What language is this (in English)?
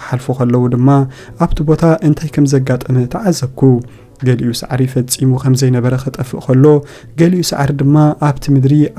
Tigrinya